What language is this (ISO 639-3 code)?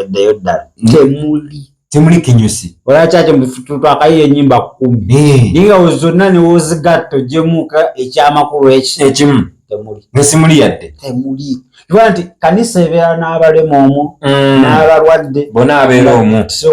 lug